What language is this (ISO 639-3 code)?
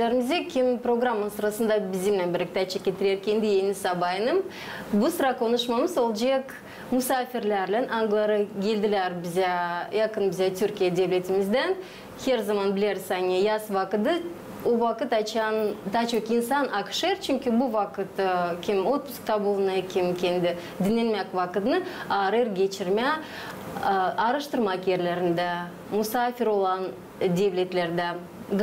gag